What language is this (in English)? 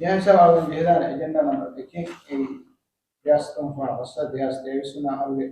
Divehi